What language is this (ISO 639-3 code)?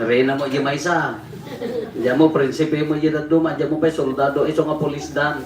ilo